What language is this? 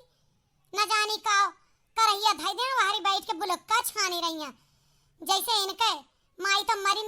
Awadhi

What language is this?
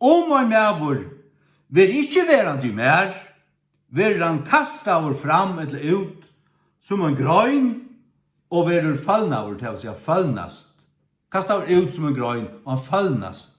Faroese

